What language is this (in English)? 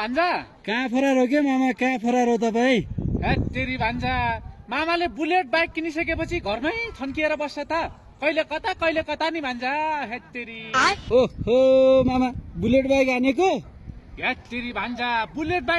Nepali